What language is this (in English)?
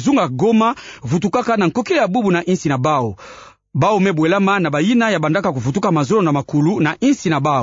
Kituba (Democratic Republic of Congo)